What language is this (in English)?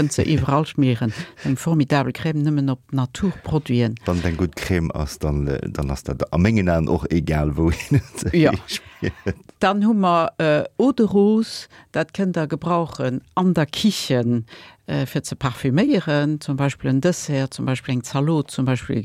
Luxembourgish